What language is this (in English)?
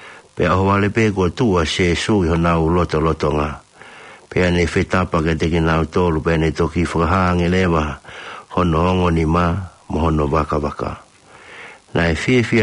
Tongan